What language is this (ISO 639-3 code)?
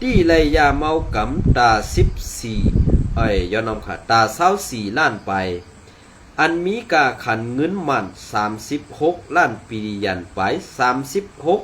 shn